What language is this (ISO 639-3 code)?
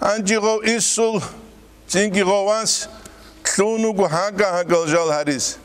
ava